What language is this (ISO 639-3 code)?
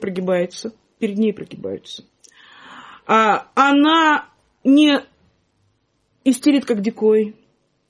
rus